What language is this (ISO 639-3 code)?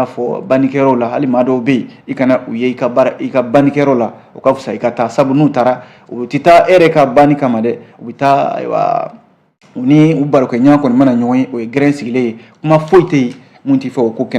bam